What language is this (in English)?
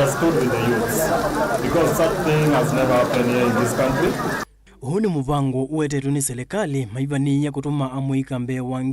Kamba